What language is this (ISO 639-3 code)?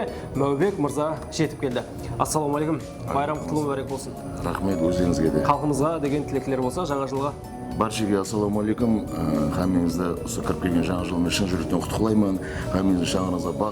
kaa